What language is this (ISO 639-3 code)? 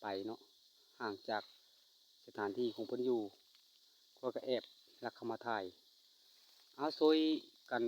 lao